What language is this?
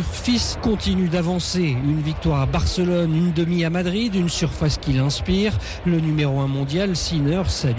French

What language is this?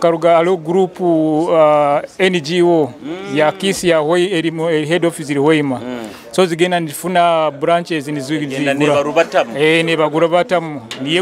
Nyoro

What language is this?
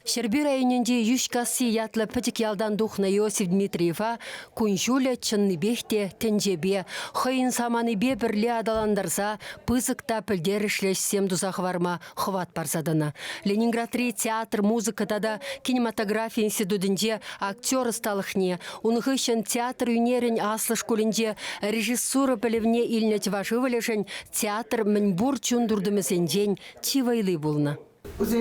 Chuvash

